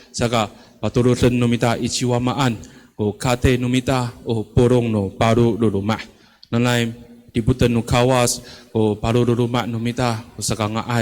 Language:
Amis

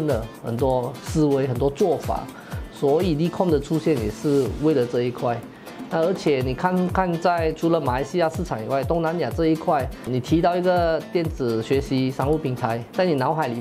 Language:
Chinese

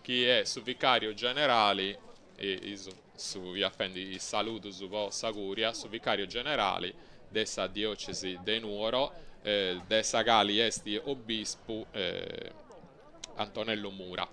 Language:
Sardinian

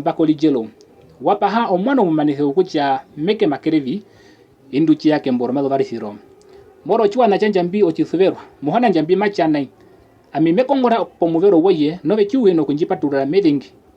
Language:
Herero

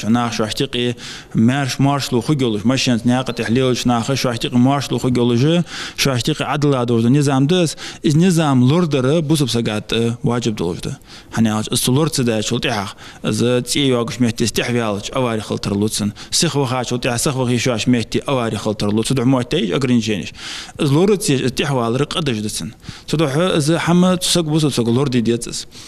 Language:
Ingush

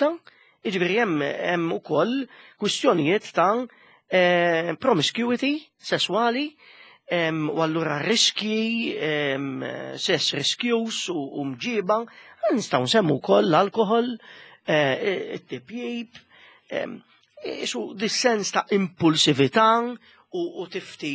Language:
Maltese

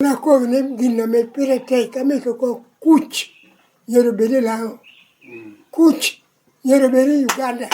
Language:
Lango (Uganda)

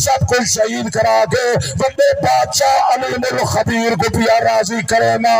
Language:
Saraiki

